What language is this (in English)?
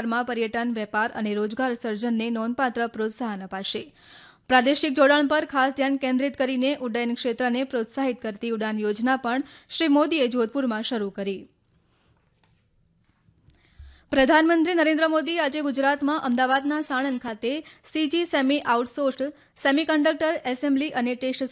Gujarati